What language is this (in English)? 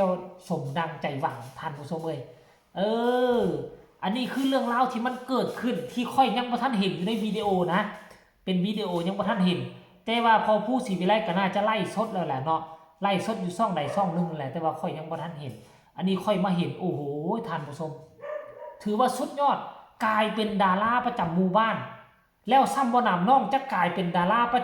Northeastern Thai